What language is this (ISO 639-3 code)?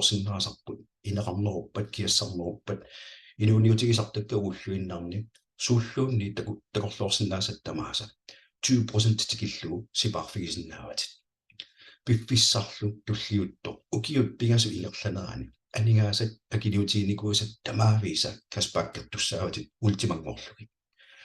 kal